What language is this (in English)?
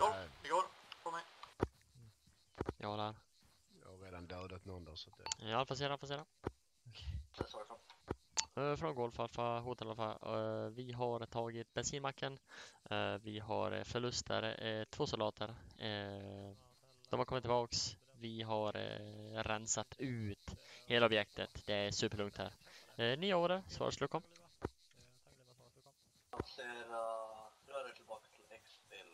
Swedish